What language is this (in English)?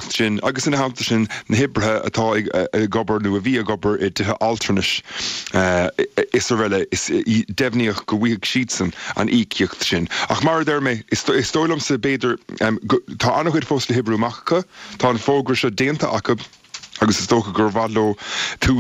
Irish